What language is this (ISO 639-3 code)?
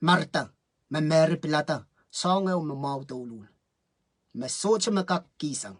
pon